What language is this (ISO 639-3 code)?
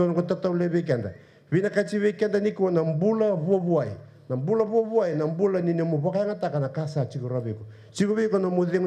fij